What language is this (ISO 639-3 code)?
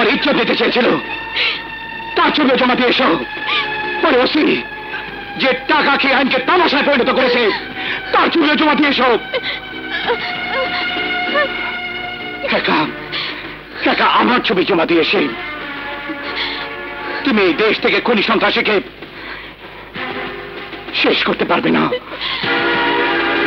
ben